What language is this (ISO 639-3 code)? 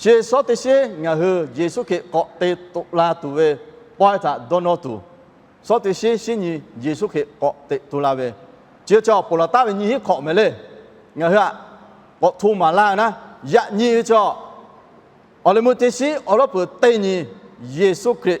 lhu